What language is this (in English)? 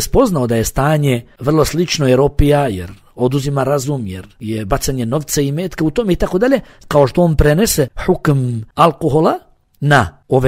Bosnian